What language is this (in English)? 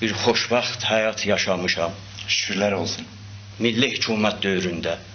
South Azerbaijani